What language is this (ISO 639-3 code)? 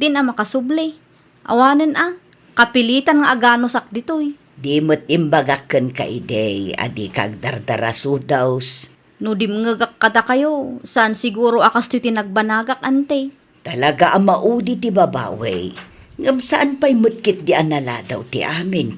ilo